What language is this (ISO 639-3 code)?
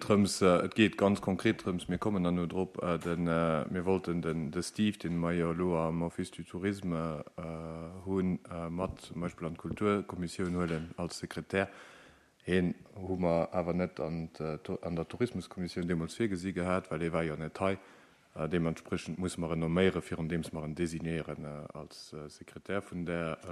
ltz